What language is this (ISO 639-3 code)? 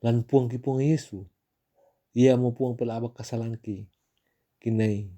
sda